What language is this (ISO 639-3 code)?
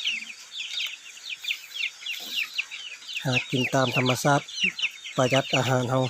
lao